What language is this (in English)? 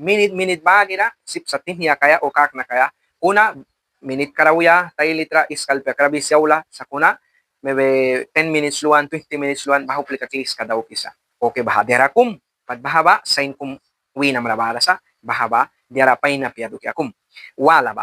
Mískito